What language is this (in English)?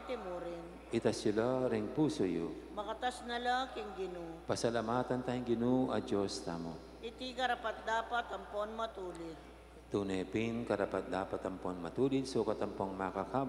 Pampanga